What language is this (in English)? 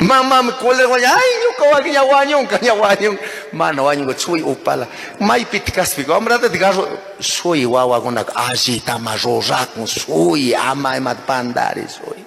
Chimborazo Highland Quichua